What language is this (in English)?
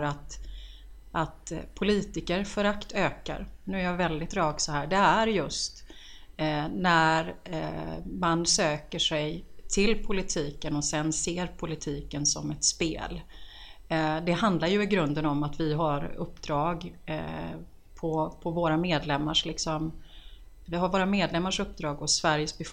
Swedish